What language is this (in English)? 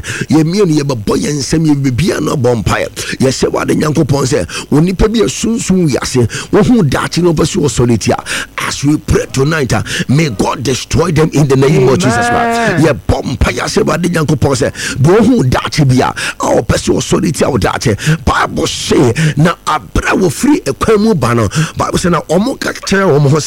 Akan